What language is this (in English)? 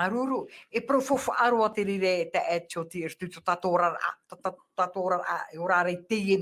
Tahitian